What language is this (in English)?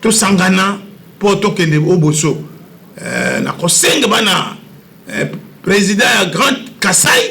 Lingala